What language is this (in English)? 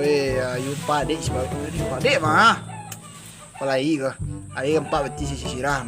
Minangkabau